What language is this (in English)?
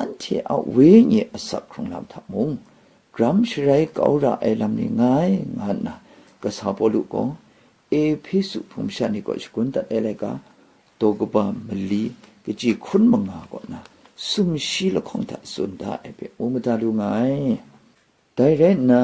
Kachin